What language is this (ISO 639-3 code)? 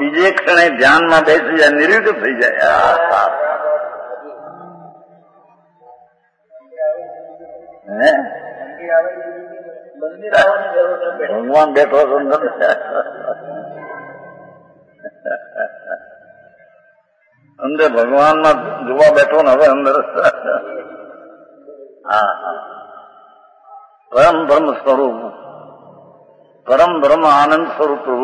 guj